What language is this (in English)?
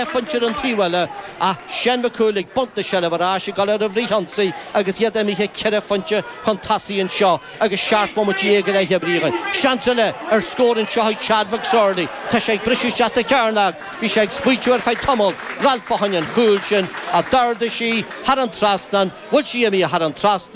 Irish